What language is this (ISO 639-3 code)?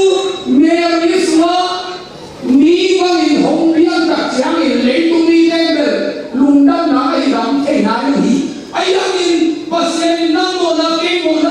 ctd